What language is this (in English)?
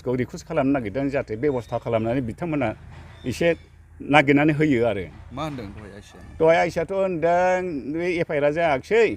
Bodo